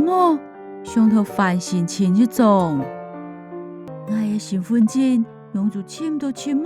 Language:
Hakka Chinese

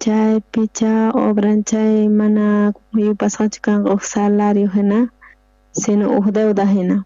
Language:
South Bolivian Quechua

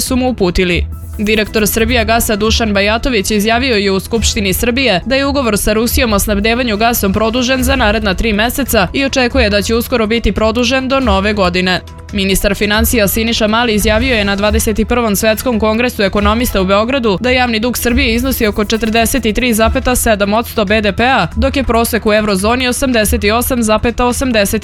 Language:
Serbian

